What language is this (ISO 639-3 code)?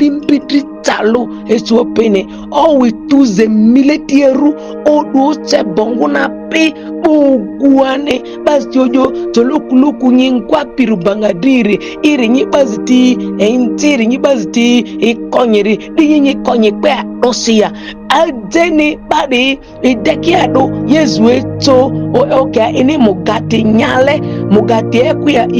mhi